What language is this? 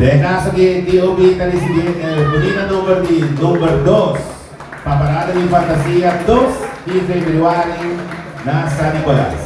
Papiamento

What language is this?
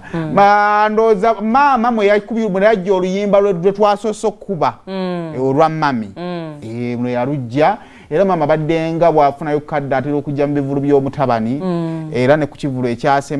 Ganda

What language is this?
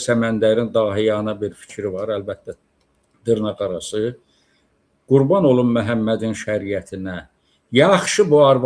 Azerbaijani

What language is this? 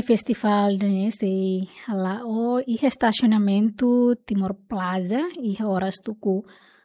Tetum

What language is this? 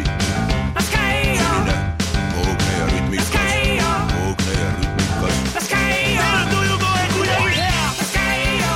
Estonian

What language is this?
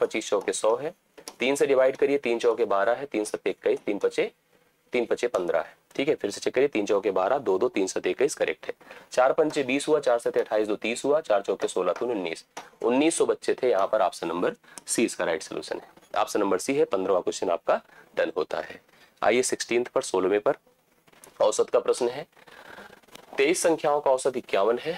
Hindi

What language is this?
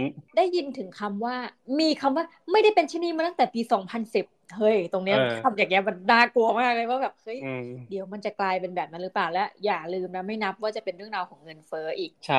Thai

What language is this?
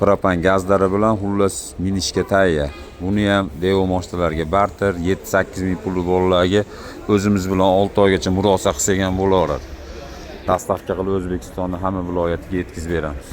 Uzbek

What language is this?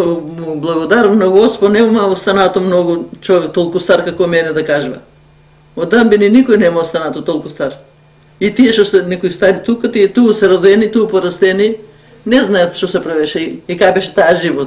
Macedonian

